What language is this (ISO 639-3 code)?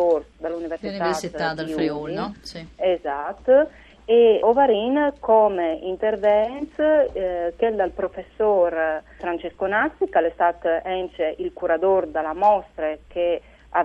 fur